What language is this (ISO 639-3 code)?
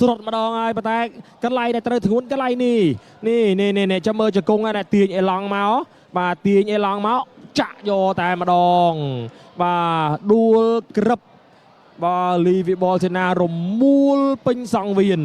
khm